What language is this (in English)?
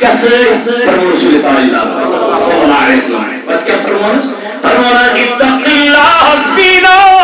Kashmiri